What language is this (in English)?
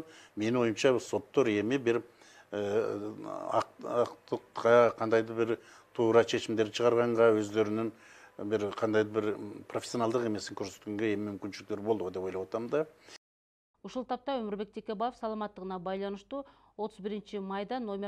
Kyrgyz